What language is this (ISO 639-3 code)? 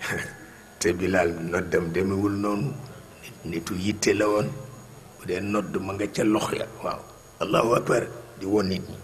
wol